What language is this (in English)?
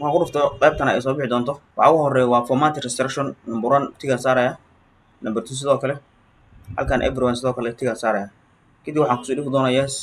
Somali